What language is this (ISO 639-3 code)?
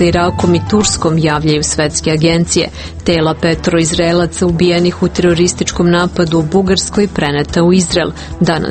srp